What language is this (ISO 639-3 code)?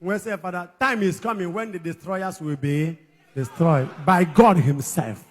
ibo